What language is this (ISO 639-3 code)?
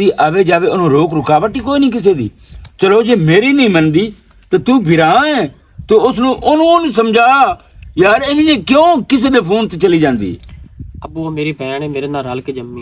lah